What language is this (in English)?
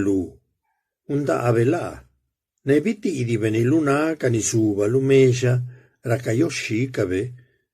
Zapotec